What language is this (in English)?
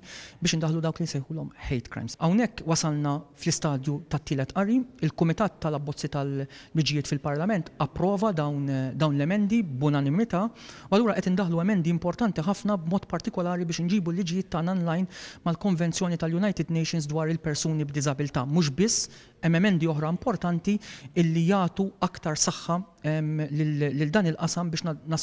Maltese